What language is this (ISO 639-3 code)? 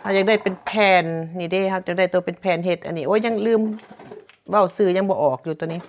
lao